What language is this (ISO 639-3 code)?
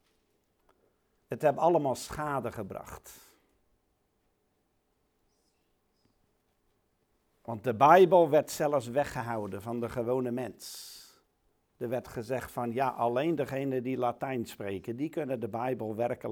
nld